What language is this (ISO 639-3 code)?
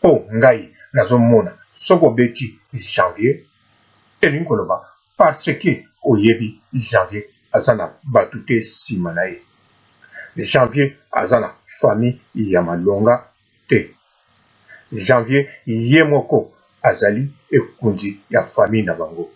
lin